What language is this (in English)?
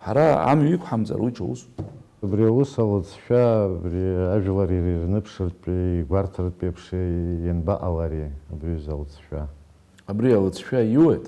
Abkhazian